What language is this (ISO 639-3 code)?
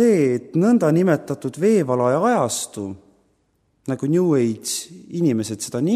est